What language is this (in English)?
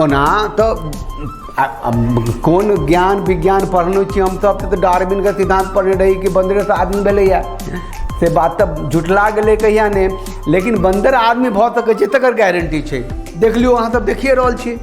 Maithili